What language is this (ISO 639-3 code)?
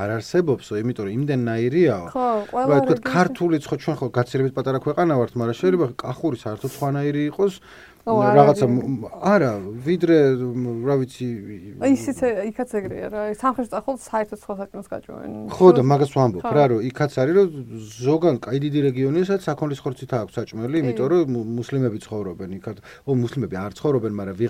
kat